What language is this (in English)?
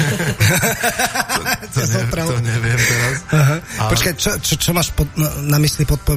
Slovak